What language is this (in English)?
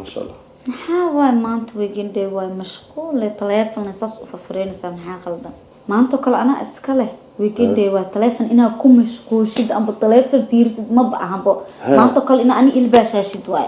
Somali